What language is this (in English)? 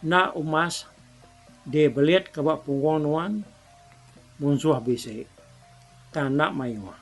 Iban